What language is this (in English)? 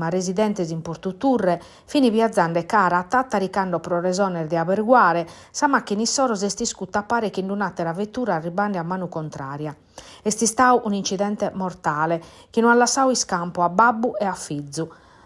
Sardinian